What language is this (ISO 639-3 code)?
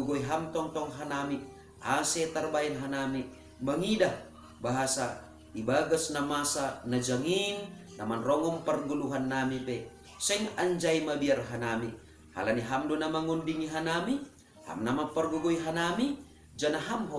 bts